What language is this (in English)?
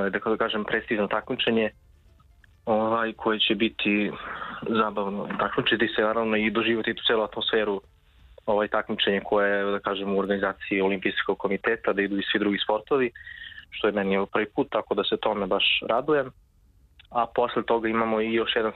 Serbian